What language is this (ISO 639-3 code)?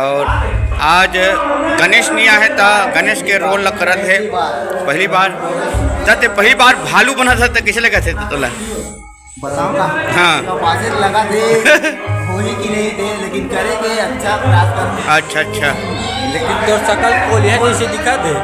hne